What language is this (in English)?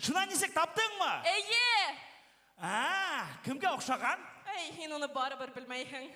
Tatar